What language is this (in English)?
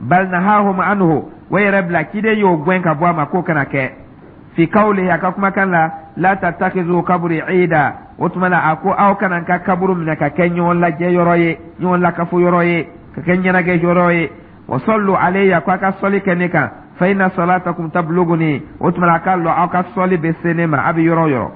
Dyula